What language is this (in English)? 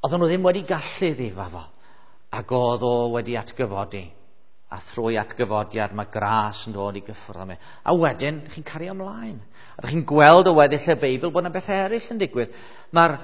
Welsh